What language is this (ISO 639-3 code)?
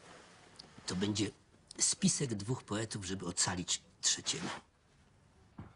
pol